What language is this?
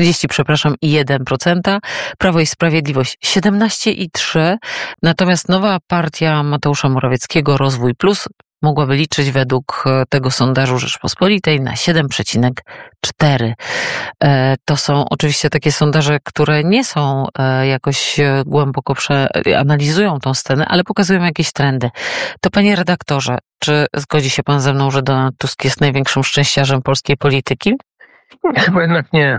Polish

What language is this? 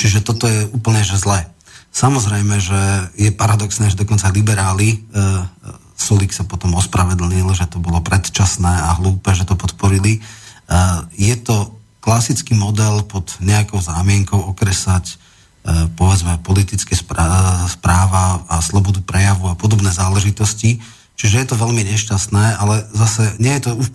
Slovak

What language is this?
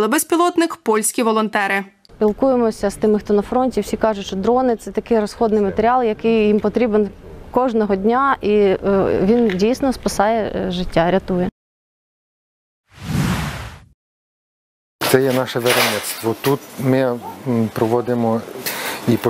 Ukrainian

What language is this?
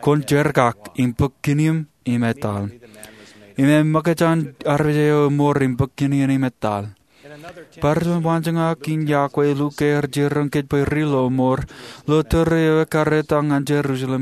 Marshallese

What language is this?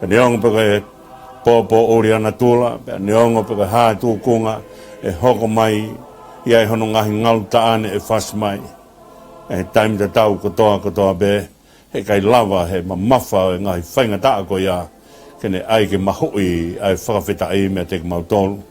Tongan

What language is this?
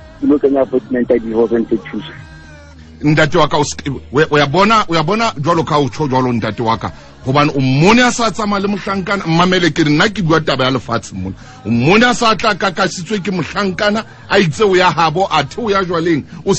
Southern Sotho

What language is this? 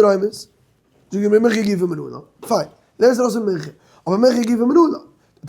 Yiddish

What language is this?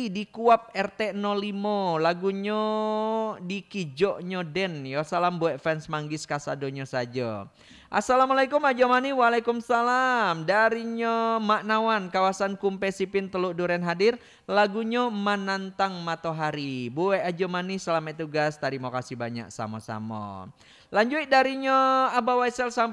Minangkabau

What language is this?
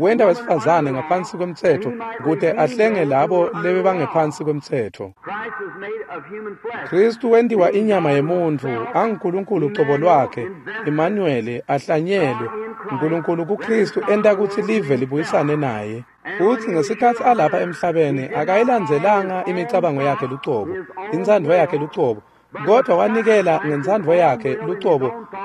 Swati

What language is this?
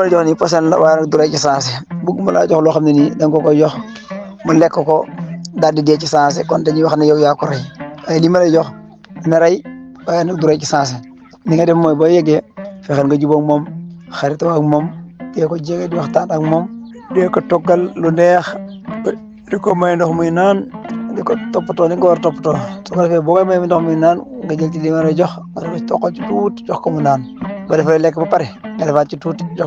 Wolof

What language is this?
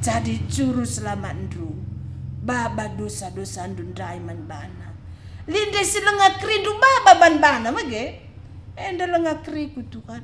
Batak Karo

